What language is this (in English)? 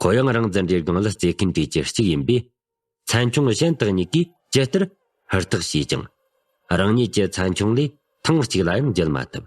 Tibetan